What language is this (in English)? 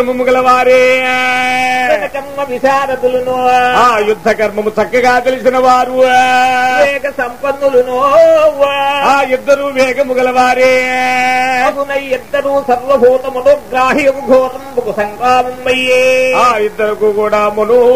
Telugu